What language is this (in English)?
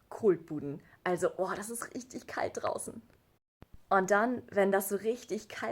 Low German